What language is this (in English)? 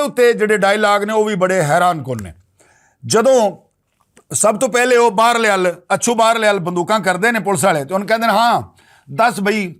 Western Panjabi